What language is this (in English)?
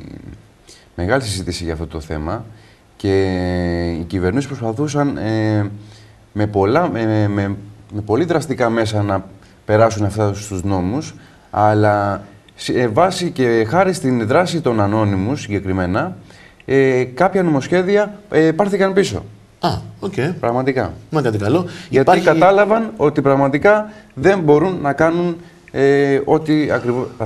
Greek